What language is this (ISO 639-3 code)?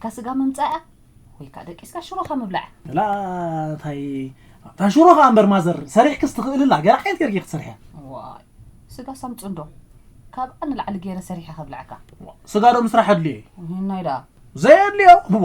tir